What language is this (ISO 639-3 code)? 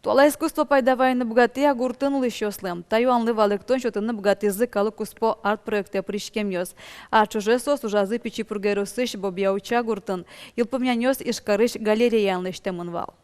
udm